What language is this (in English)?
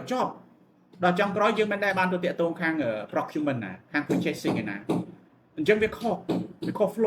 Khmer